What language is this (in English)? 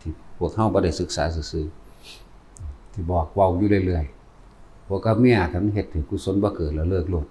Northeastern Thai